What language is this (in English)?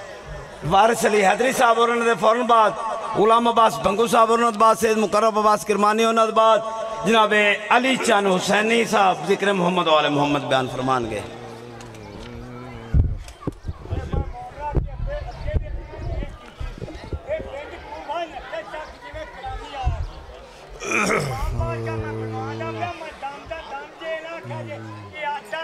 Urdu